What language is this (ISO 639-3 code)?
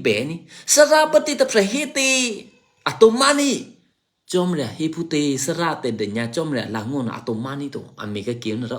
eky